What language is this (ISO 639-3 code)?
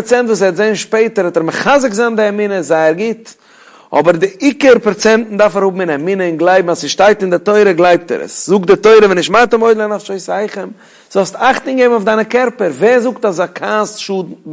yid